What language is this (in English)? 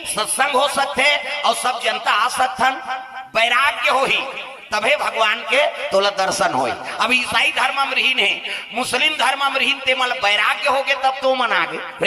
Chhattisgarhi